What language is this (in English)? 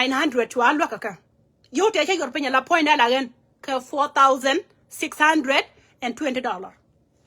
Nuer